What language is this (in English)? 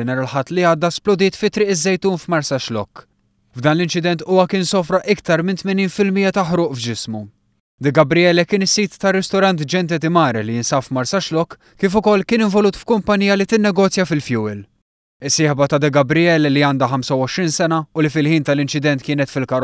Maltese